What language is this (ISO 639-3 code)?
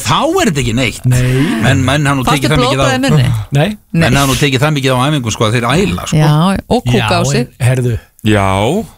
isl